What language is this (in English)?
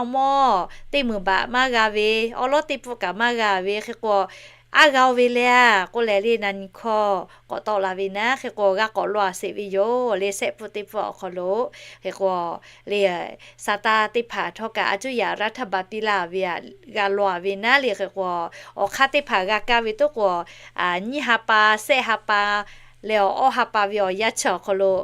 Lahu